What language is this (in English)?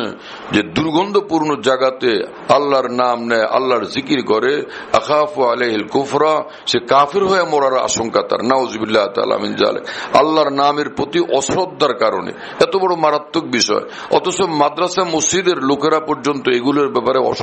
Bangla